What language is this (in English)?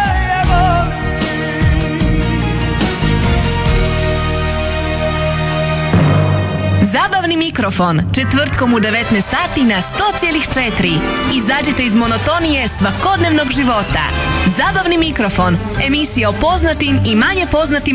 Croatian